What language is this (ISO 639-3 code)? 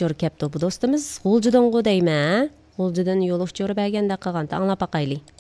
uig